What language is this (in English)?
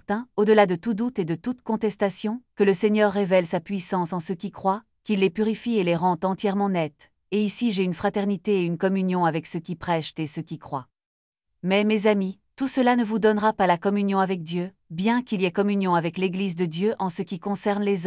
French